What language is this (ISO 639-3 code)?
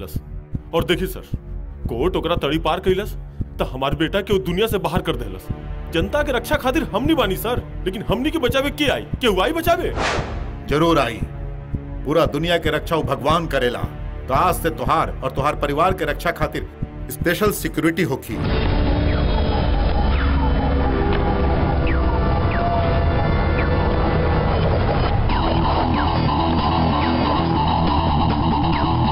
bho